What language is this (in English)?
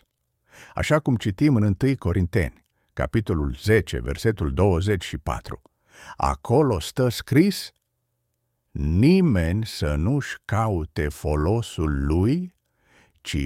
Romanian